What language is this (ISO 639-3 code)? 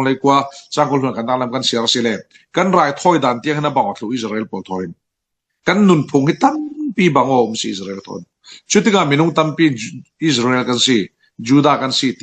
cfm